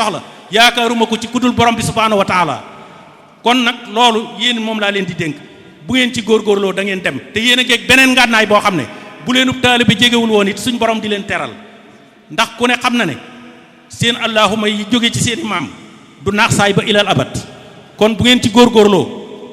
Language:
Wolof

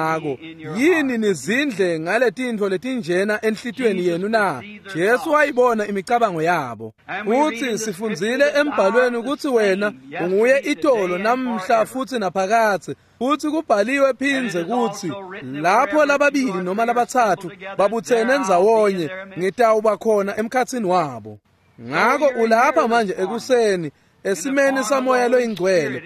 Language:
Swati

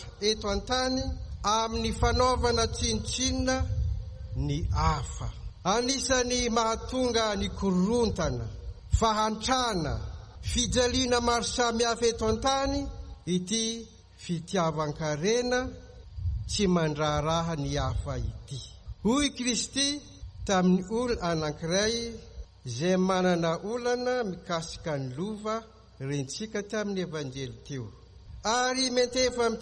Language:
Malagasy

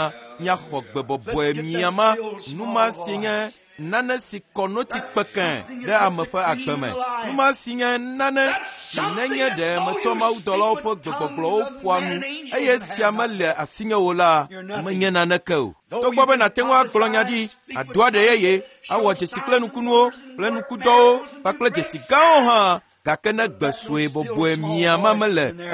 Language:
Ewe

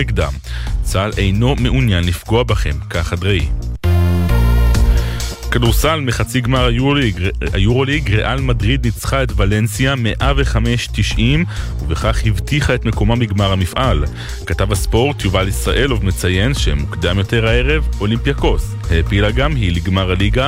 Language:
Hebrew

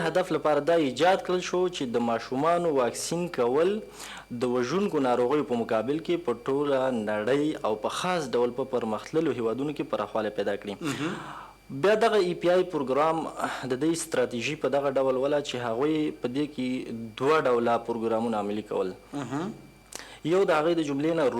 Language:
Pashto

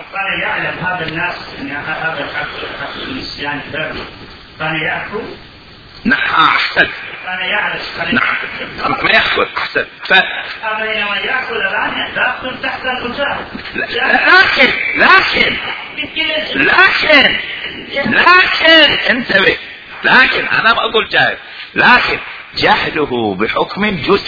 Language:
Mesopotamian Arabic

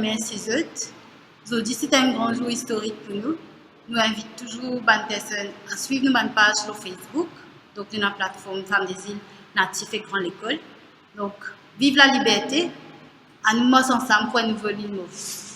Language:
Morisyen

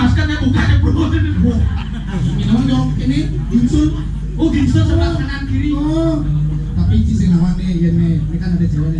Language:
Balinese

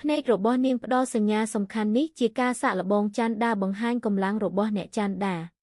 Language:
Khmer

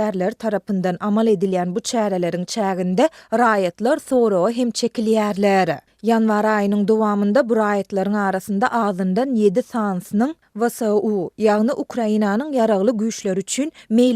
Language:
Turkmen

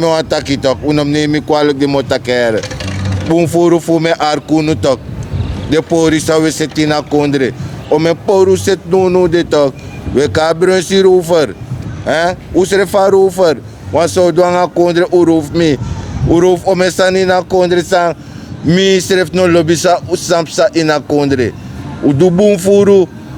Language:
Sranan Tongo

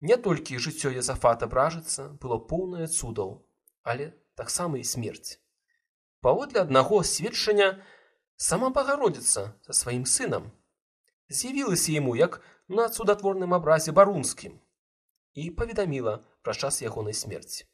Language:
Belarusian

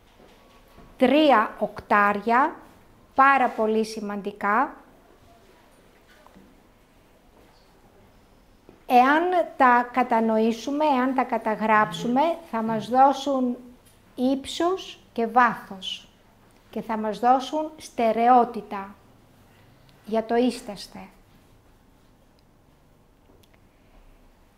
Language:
Greek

